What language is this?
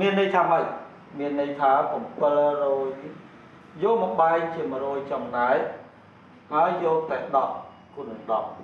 Khmer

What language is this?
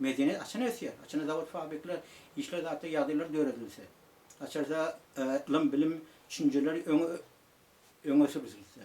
Turkmen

